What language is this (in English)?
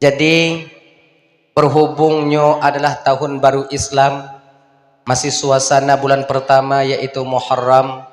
Achinese